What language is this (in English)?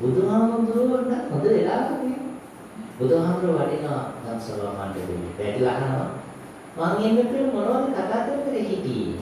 Sinhala